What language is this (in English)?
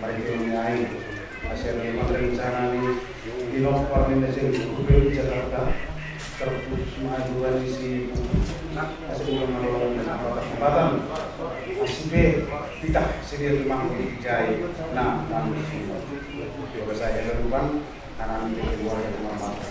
Batak Simalungun